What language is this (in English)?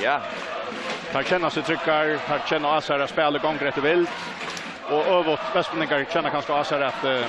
Faroese